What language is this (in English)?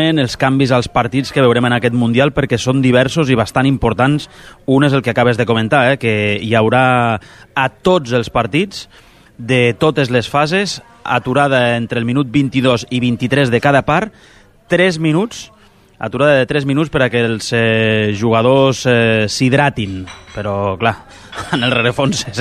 Catalan